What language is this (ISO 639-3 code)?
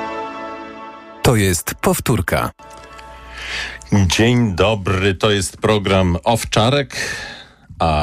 pol